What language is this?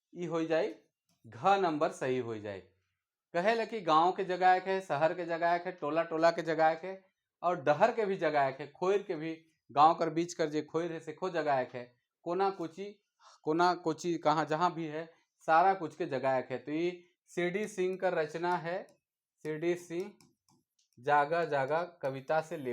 Sadri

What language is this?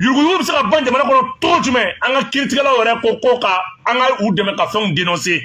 Bambara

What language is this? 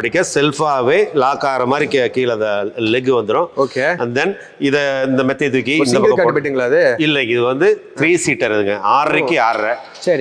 Tamil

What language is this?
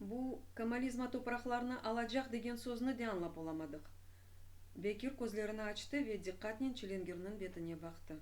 Crimean Tatar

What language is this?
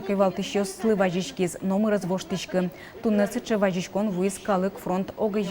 Udmurt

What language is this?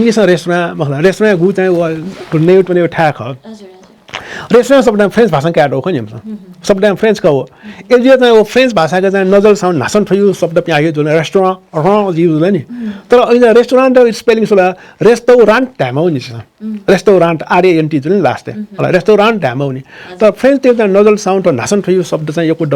Newari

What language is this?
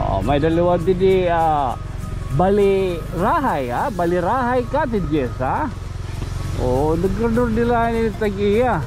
Waray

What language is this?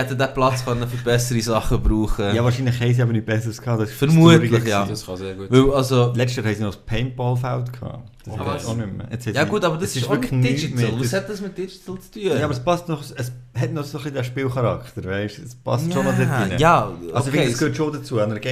Swiss German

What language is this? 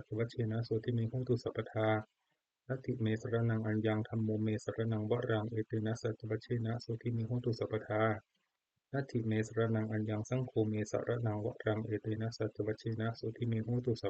Pali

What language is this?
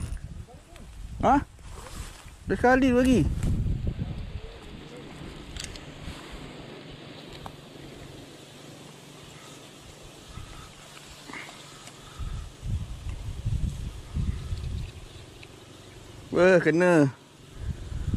Malay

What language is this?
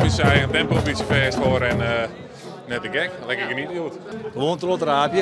Western Frisian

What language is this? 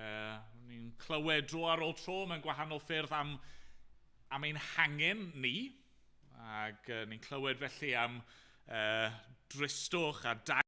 Welsh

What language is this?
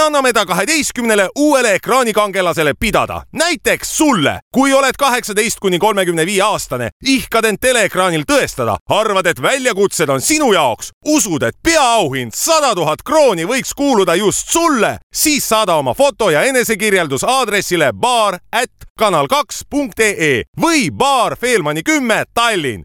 Estonian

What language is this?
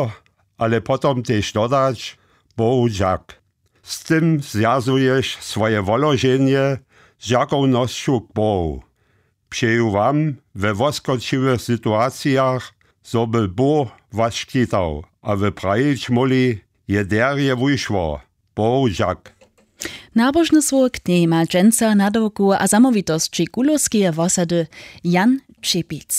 Upper Sorbian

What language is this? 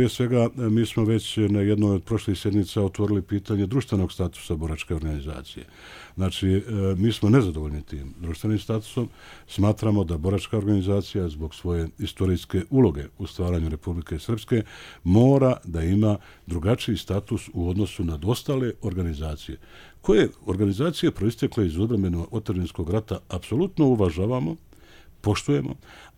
Bosnian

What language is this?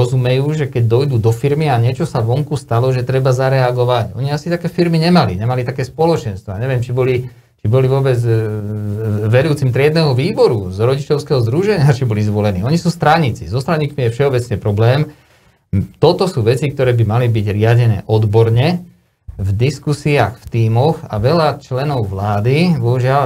Slovak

